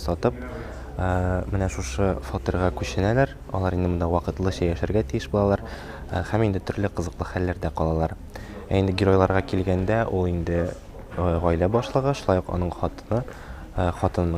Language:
Tatar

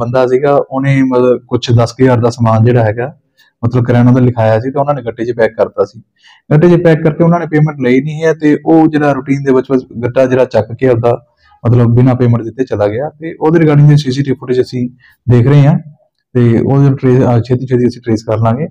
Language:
Punjabi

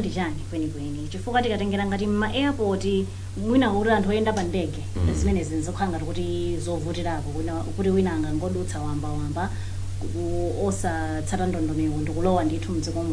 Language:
Nyanja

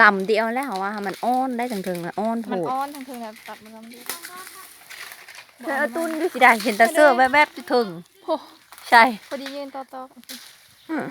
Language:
Lao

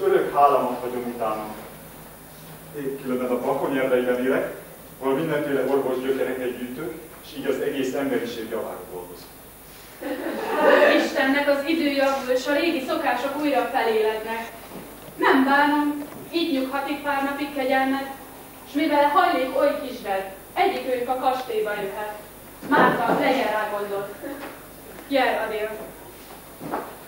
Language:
Hungarian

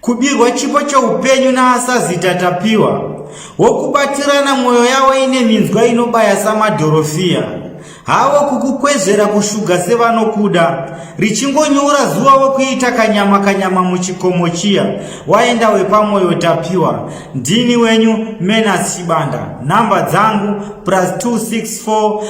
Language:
Shona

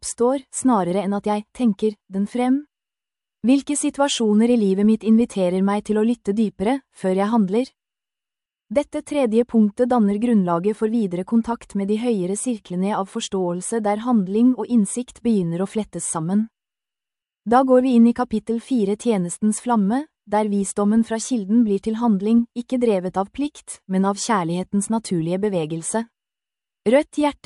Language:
Norwegian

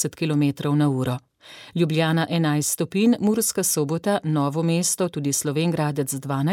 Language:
Slovenian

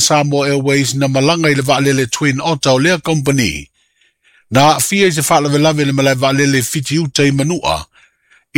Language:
Samoan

